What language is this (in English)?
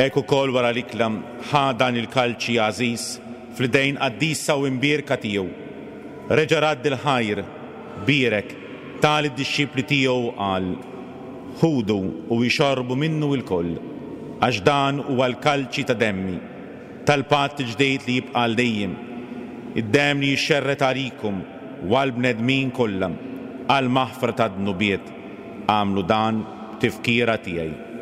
Maltese